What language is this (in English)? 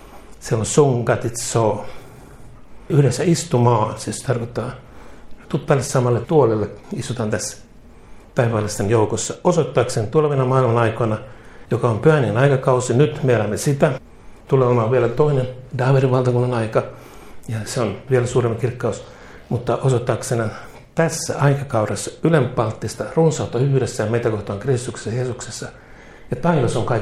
Finnish